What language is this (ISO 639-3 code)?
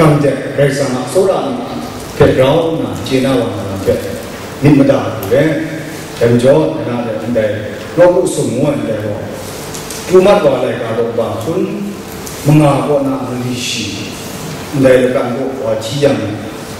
kac